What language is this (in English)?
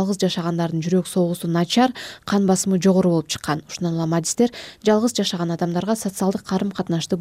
Kyrgyz